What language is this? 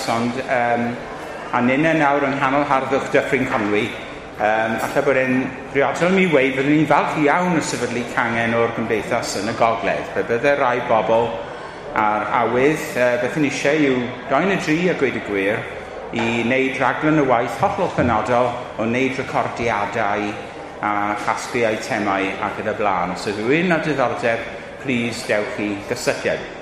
Welsh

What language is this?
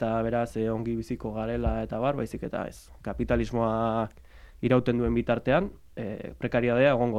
Basque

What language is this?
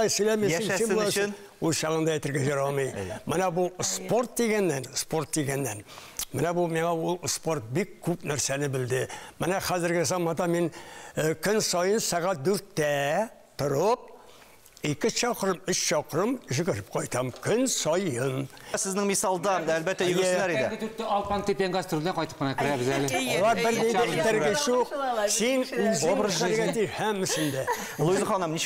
Tatar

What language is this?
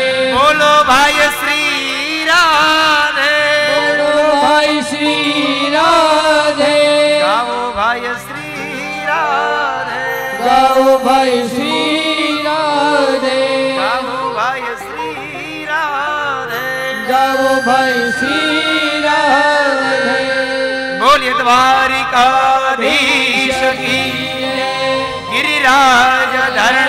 Gujarati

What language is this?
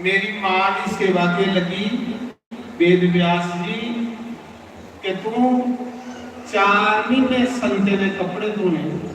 Dogri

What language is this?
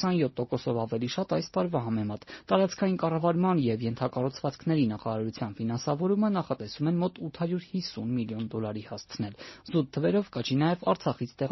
Armenian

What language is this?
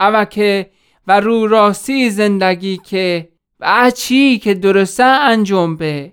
Gilaki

